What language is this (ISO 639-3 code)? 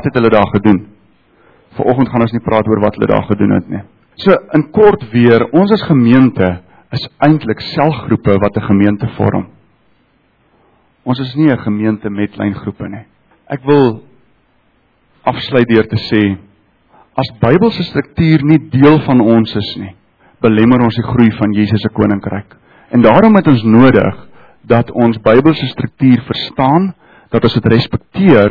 afr